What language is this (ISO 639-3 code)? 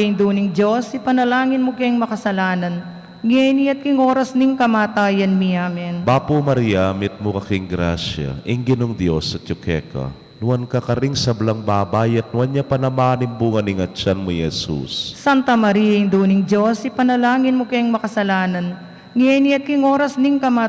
pam